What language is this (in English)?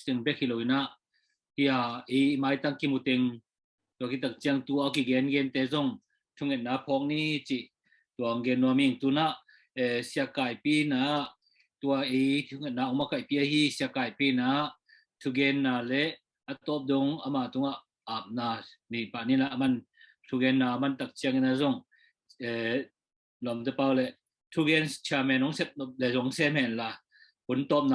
Tedim Chin